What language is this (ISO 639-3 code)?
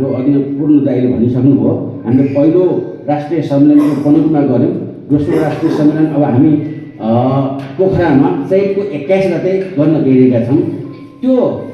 nep